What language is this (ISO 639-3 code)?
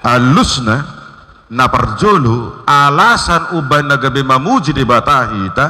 bbc